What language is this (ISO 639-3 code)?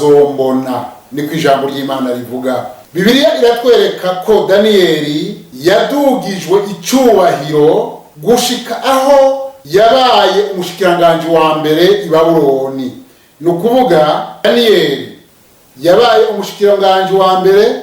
run